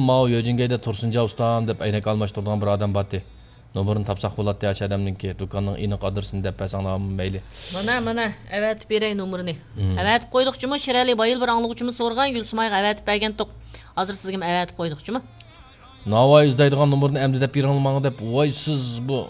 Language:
Uyghur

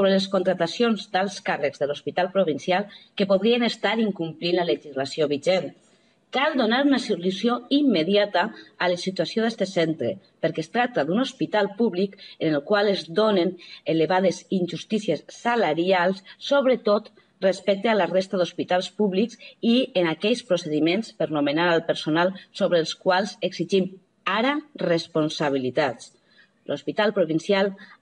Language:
Catalan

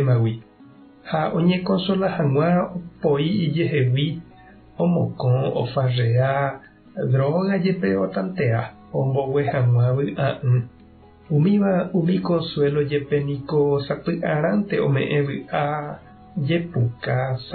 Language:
Guarani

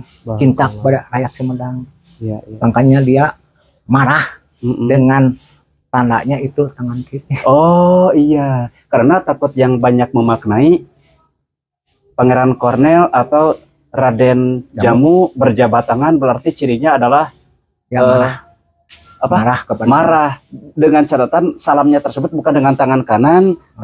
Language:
Indonesian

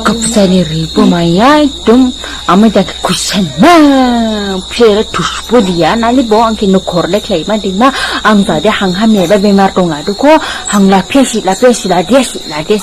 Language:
Dimasa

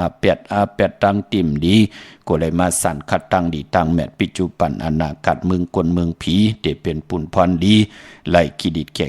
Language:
Shan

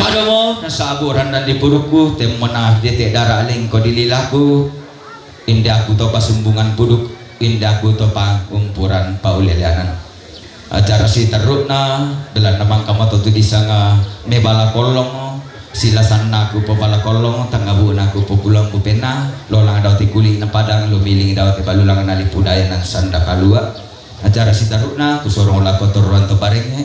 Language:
Toraja-Sa'dan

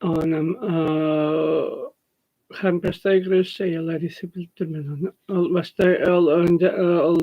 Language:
Tuvinian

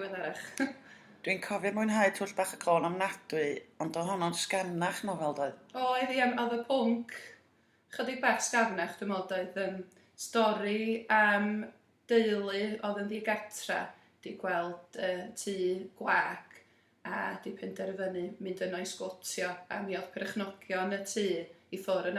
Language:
Welsh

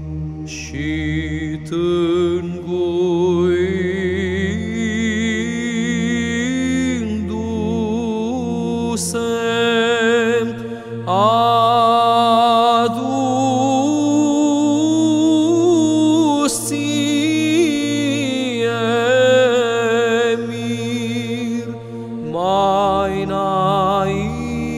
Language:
Romanian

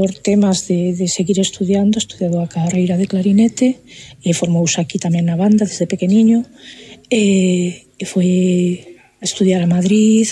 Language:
Galician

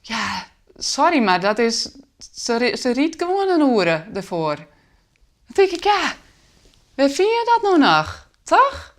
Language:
Western Frisian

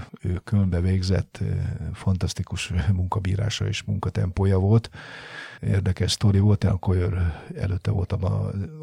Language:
Hungarian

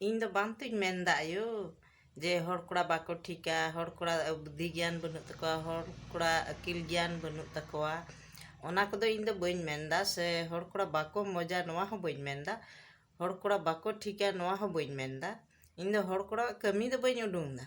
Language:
Santali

